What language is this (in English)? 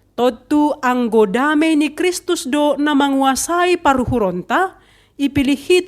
Batak Simalungun